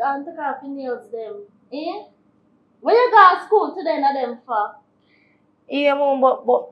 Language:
Jamaican Creole English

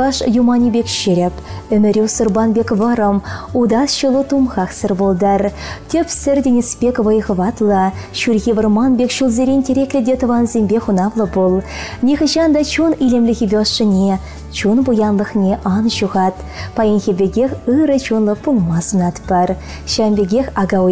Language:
Chuvash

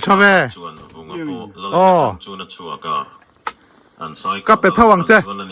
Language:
Mizo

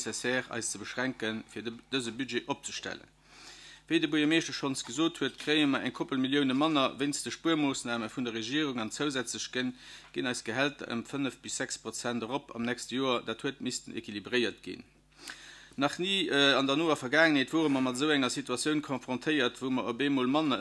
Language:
Luxembourgish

